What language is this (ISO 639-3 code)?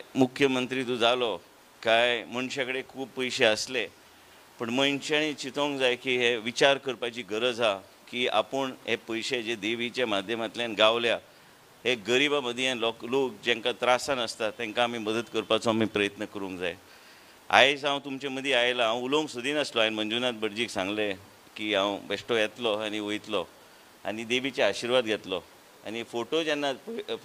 kok